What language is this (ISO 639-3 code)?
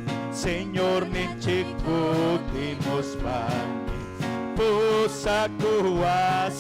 quy